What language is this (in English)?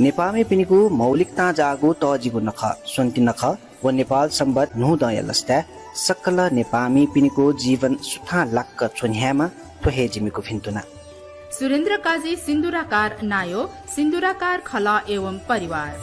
Newari